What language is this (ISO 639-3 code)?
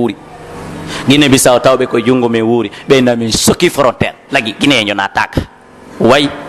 fuf